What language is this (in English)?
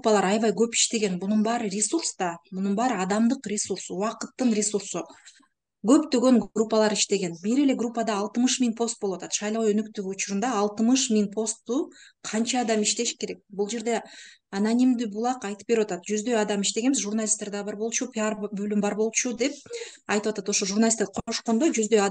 Kyrgyz